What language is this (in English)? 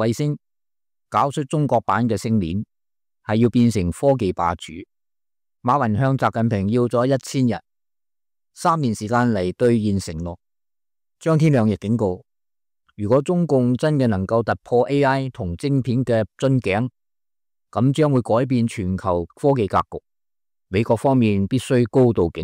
Cantonese